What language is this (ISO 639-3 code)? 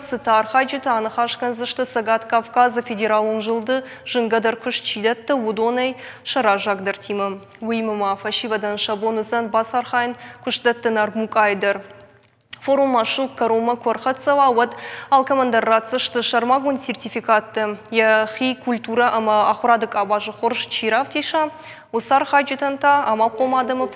oss